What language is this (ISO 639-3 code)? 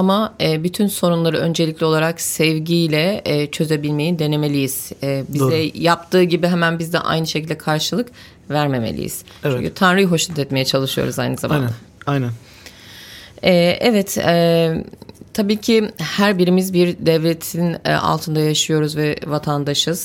tur